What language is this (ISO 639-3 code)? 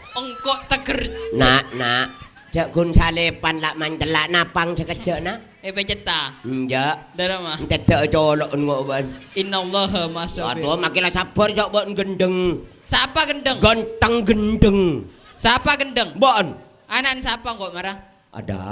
mad